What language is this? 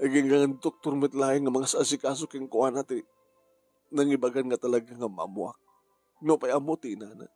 Iloko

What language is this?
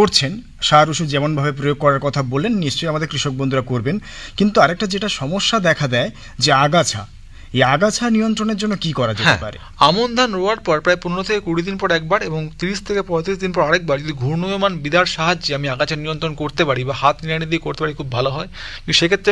Bangla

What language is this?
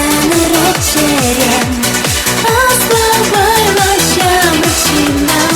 Chuvash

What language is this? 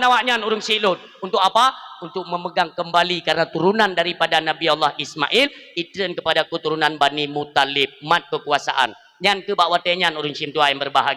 Achinese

